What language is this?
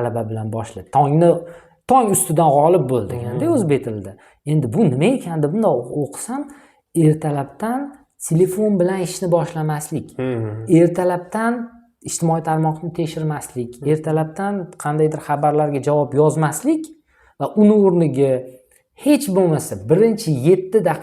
Uzbek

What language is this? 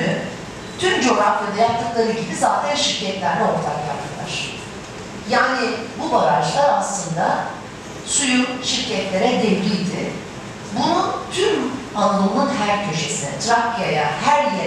Turkish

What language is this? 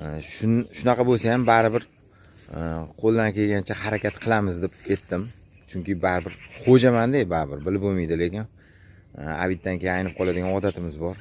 Uzbek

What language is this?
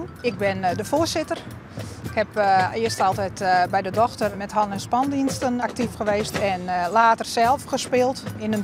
Western Frisian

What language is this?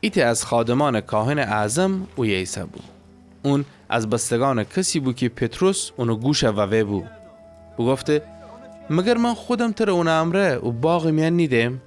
Gilaki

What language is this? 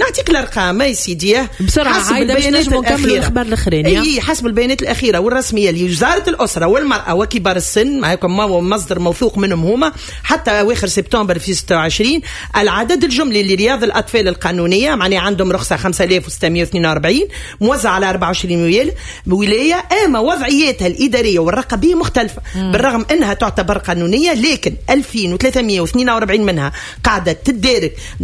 Tunisian Arabic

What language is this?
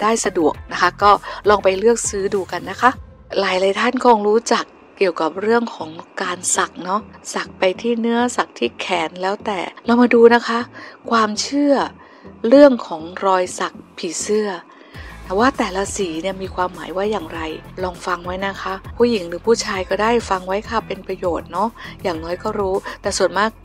Thai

